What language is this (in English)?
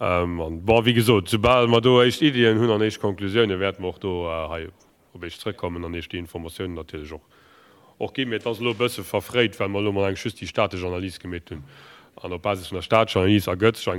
Luxembourgish